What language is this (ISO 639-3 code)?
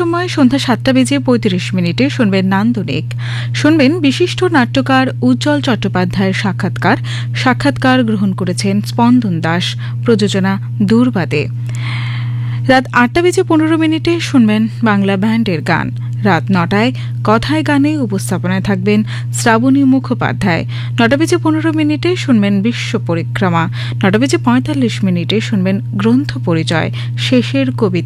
ben